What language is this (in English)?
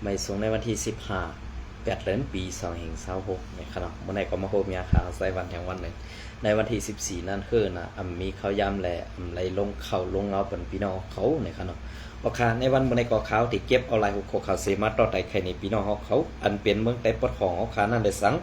Shan